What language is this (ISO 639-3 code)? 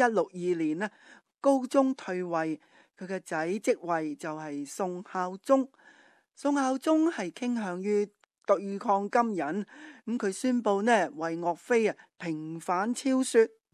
yue